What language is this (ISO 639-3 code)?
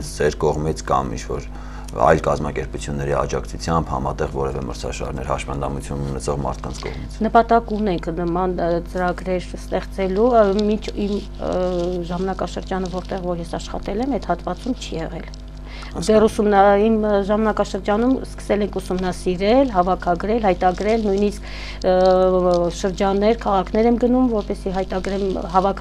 hye